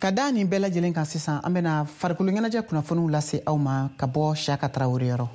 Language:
Bambara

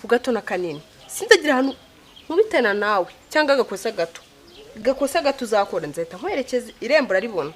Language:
Kinyarwanda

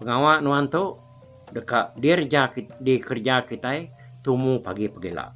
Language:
Iban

